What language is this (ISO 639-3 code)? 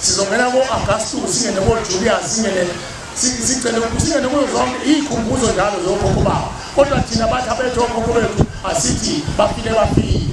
zul